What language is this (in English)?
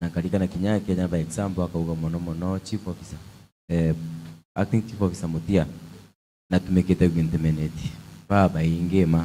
Meru